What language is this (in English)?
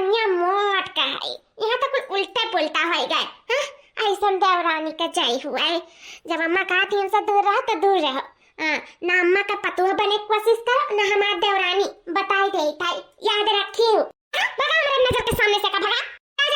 Awadhi